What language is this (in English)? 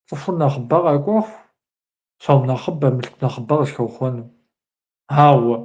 Kabardian